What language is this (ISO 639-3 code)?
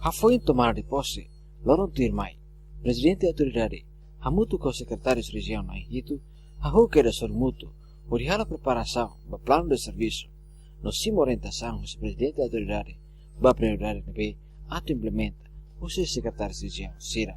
tet